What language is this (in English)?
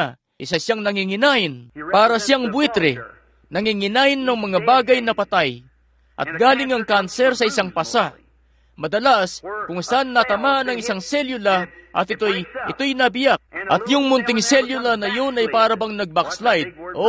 Filipino